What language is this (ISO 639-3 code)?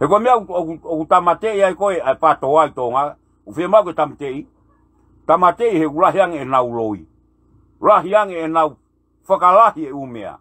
ton